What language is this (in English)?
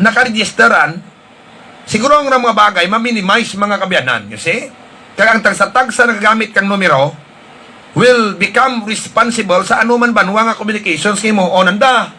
Hiligaynon